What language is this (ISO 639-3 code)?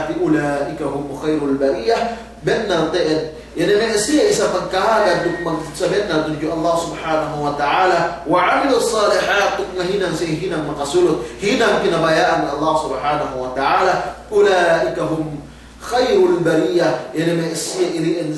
yka